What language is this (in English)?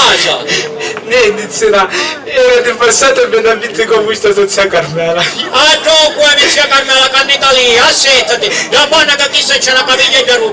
Sicilian